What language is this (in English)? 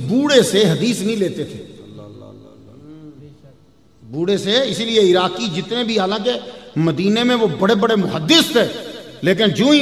Urdu